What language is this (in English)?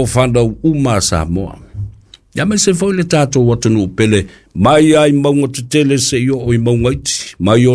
Samoan